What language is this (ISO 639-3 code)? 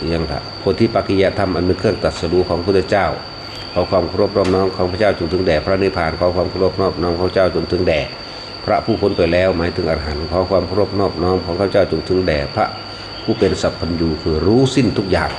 tts